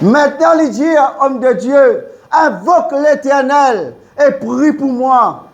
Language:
Morisyen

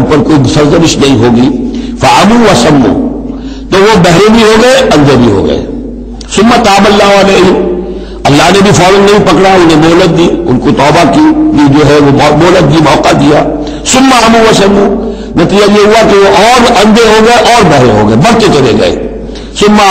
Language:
Urdu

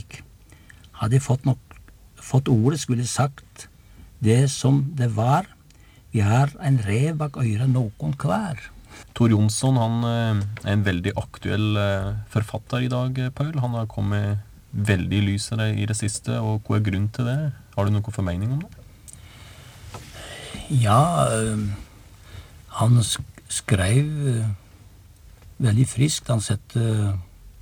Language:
Norwegian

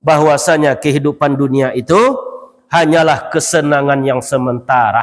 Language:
Minangkabau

